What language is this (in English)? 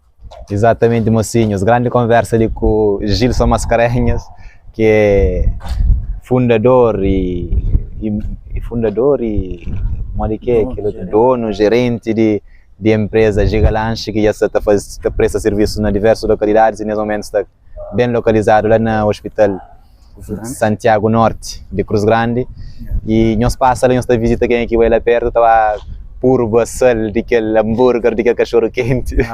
Kabuverdianu